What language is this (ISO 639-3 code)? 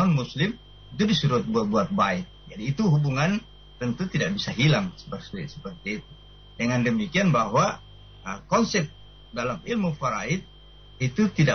ind